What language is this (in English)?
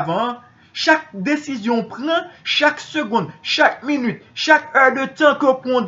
Haitian Creole